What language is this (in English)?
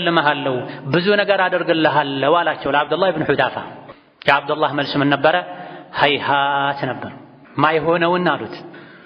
Amharic